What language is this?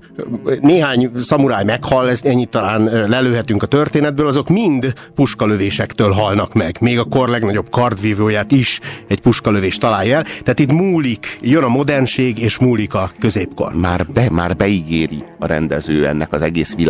Hungarian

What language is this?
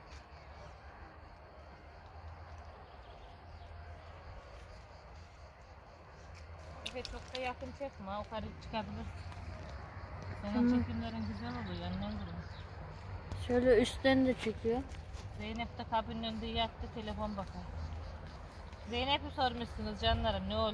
Turkish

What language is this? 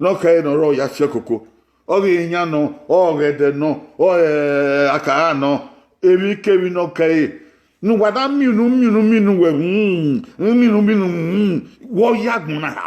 Bini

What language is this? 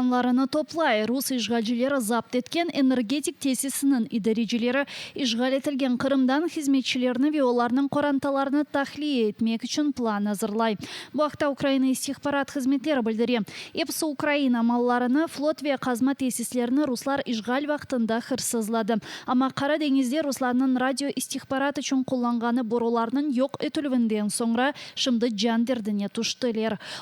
Crimean Tatar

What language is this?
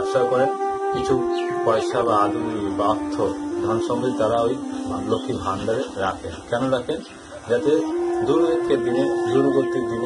Bangla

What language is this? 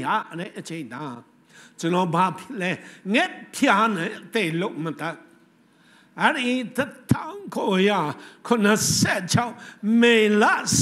Burmese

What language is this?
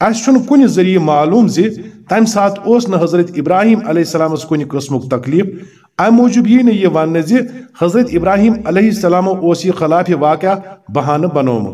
Kashmiri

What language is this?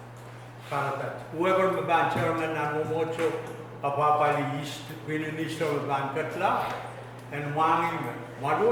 Pohnpeian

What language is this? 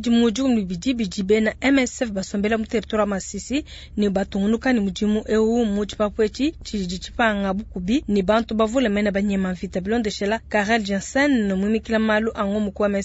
Luba-Lulua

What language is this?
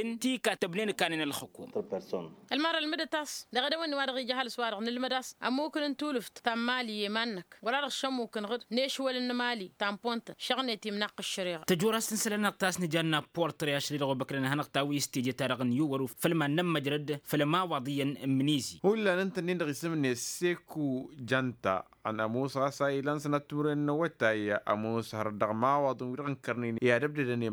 Tamasheq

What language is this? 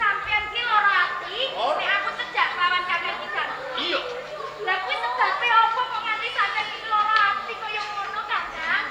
Javanese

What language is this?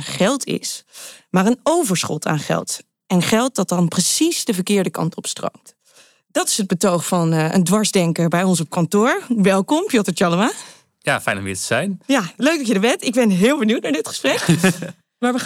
Dutch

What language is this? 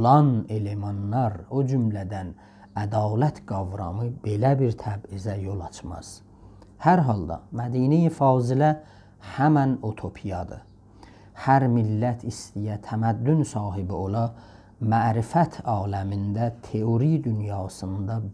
South Azerbaijani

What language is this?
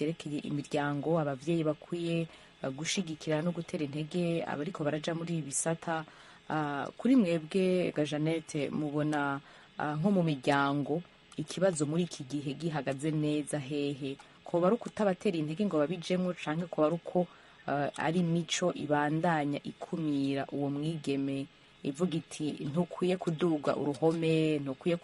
Rundi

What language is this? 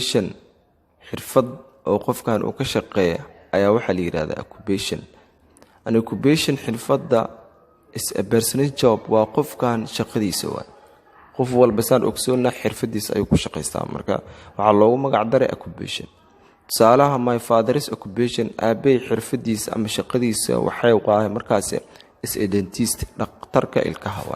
Somali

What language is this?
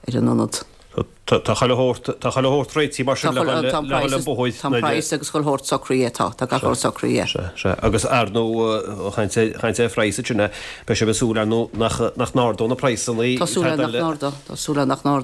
Irish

